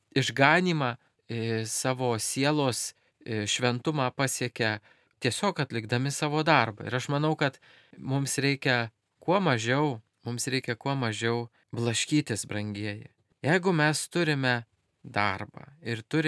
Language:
Lithuanian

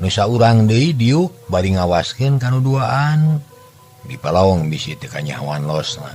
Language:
Sundanese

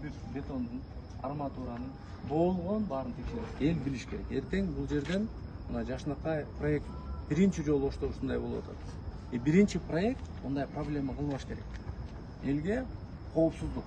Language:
Kyrgyz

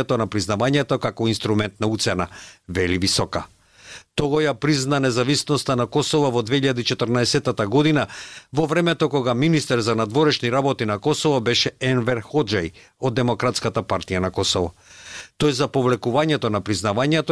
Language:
Macedonian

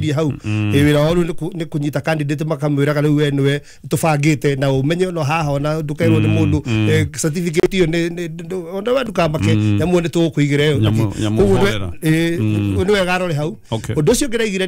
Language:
Kikuyu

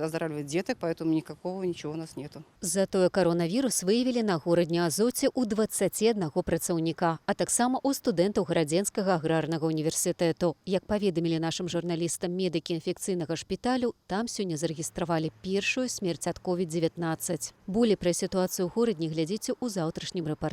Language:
Belarusian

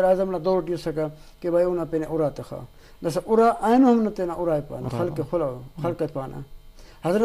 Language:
Brahui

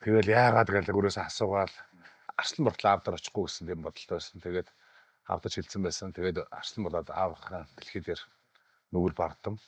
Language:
Mongolian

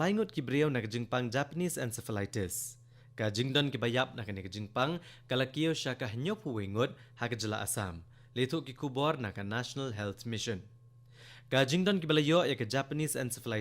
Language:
Khasi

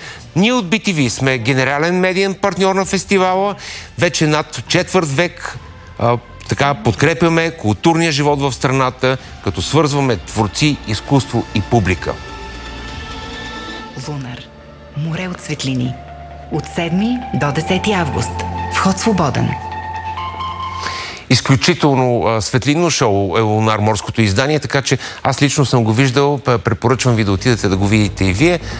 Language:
Bulgarian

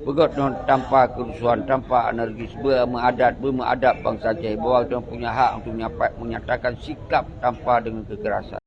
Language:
Achinese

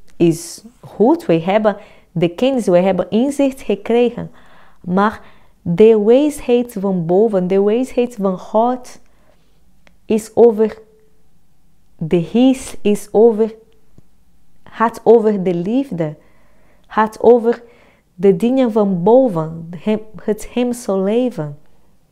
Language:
Dutch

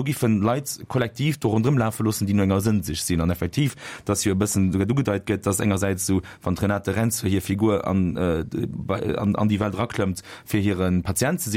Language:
Luxembourgish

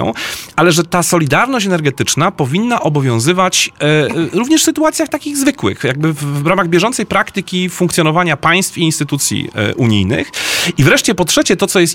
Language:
Polish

